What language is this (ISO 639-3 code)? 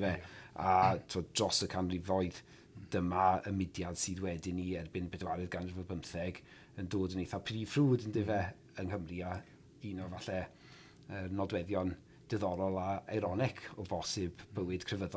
cym